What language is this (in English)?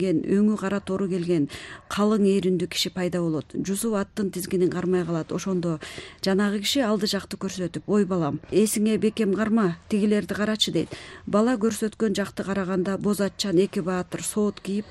Kyrgyz